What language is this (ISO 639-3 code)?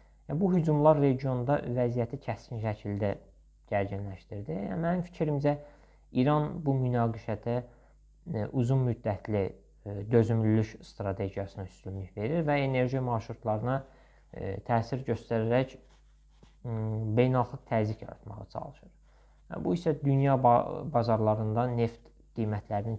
aze